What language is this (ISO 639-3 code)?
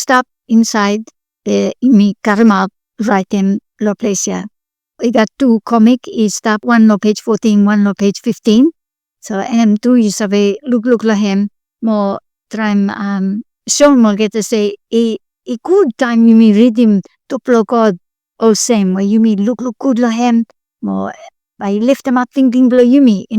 bis